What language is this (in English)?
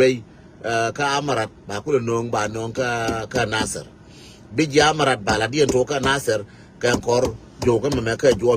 Nuer